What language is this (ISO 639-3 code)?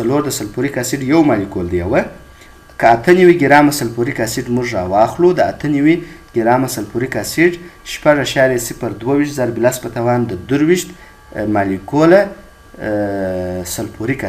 pus